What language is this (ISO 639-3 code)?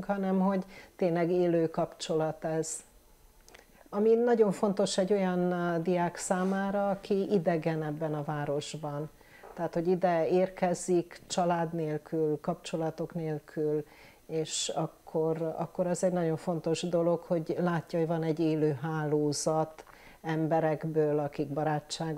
hun